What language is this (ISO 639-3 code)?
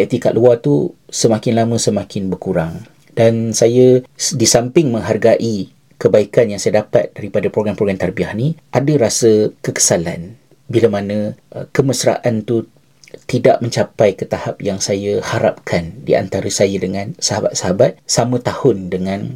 msa